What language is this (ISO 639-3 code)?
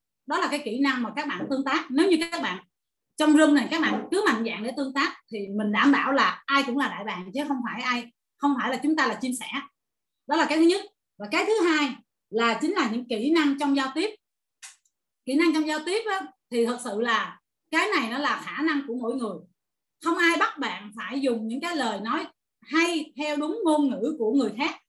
vie